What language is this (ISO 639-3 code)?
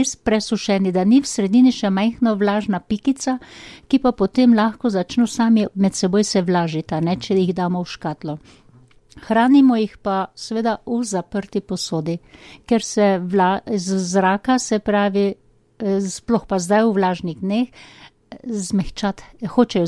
slv